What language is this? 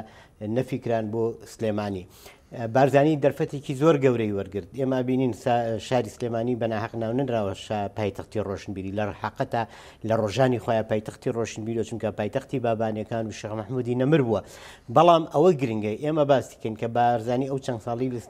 Central Kurdish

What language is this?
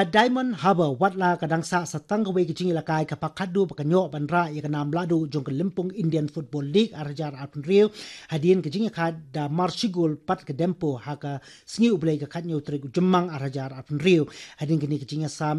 Khasi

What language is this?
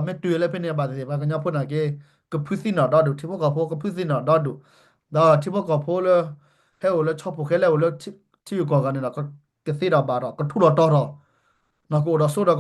S'gaw Karen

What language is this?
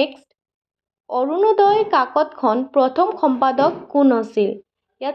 Assamese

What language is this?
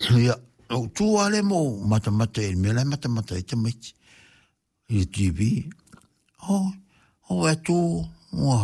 Samoan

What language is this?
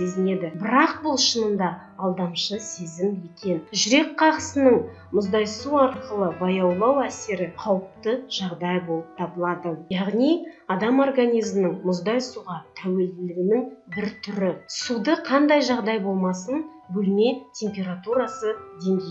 Kazakh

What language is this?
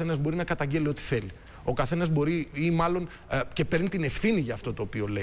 Greek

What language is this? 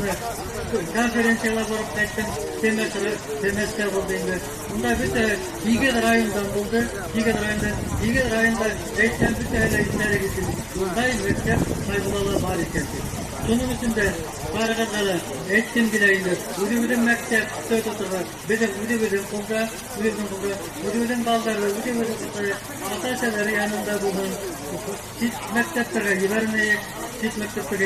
Bashkir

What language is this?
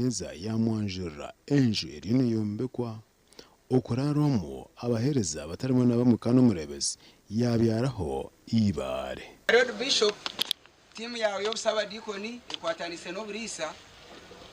Nyankole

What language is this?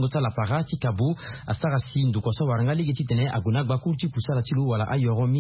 Sango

